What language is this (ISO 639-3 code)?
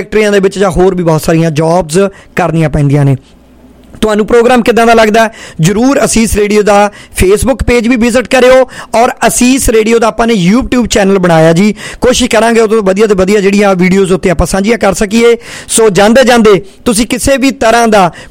pan